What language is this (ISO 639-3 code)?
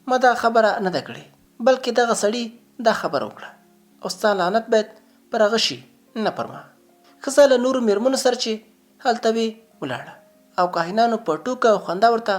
pus